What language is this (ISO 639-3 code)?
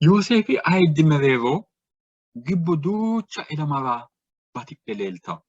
sid